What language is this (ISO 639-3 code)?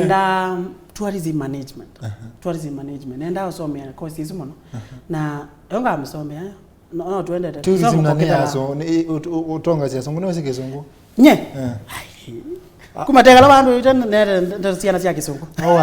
kam